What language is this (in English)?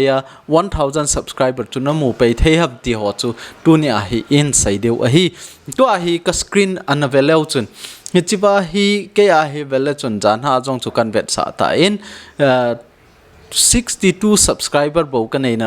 Thado Chin